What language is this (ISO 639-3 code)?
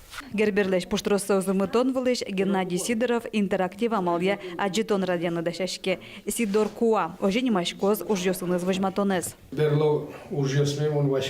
udm